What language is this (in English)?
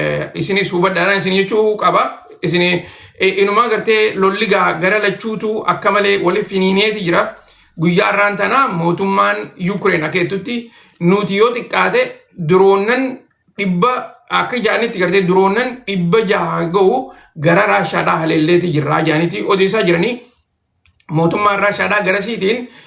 Oromo